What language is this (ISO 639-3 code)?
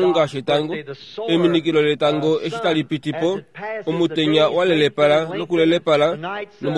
kua